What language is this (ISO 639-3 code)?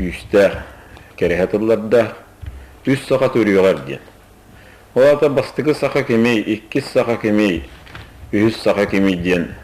sah